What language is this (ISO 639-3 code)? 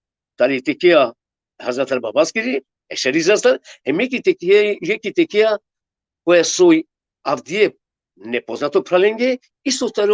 rmn